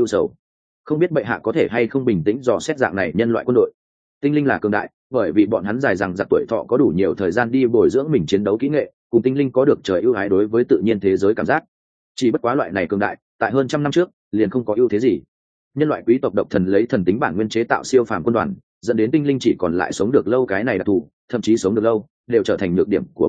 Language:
Vietnamese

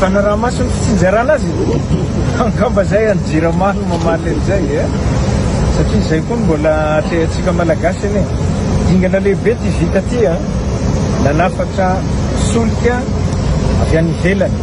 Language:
Malagasy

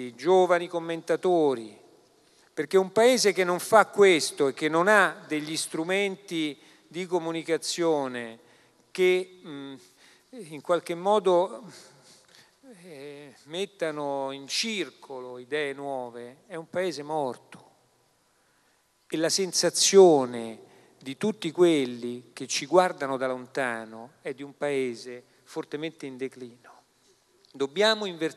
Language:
Italian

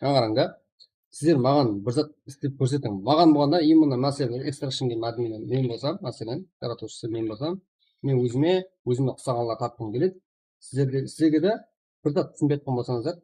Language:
Kara-Kalpak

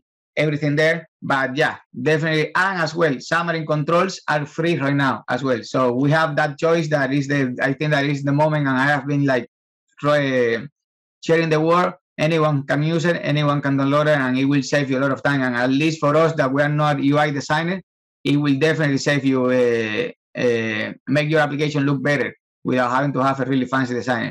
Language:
English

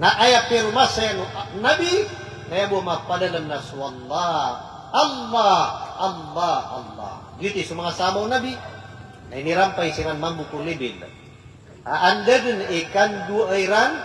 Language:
Maranao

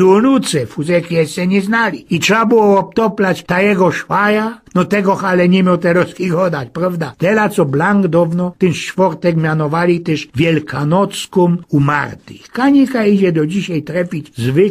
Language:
Silesian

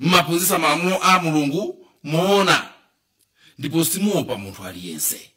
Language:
Nyanja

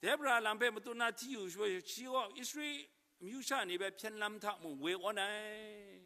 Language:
Kachin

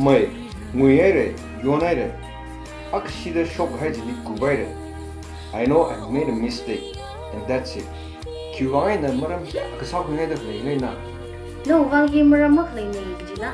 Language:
Tangkhul Naga (India)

